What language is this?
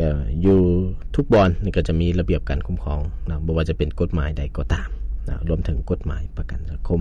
Lao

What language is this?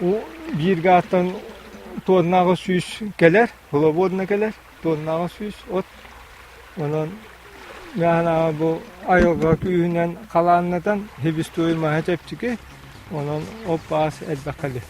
Yakut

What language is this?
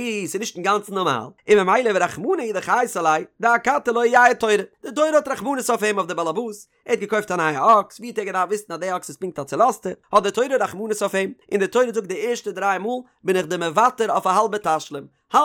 Yiddish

